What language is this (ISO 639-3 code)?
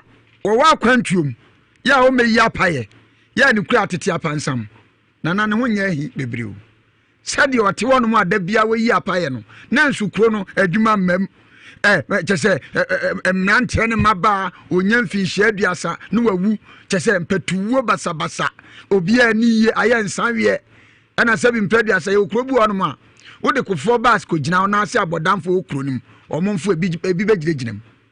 aka